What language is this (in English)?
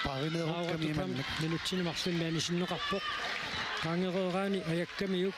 Kalaallisut